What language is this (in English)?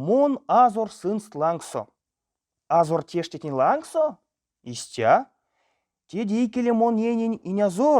Erzya